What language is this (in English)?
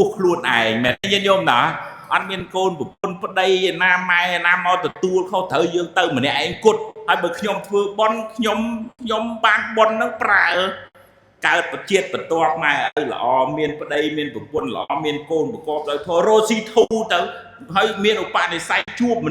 Khmer